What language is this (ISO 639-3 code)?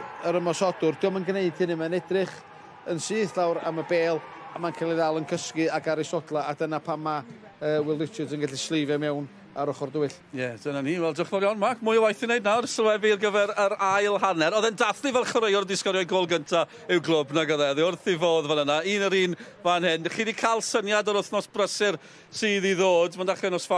cym